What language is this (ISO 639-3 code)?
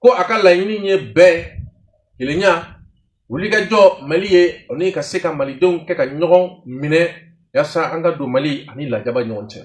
bam